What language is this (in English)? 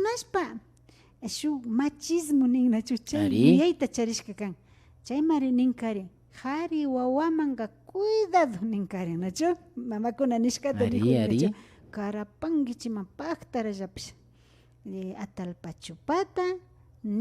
Imbabura Highland Quichua